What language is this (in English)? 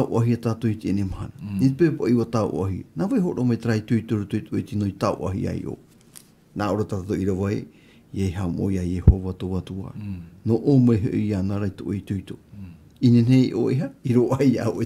Tahitian